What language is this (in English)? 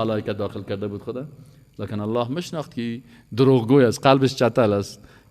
Persian